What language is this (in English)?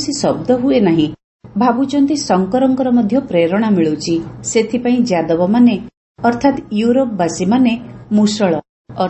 Odia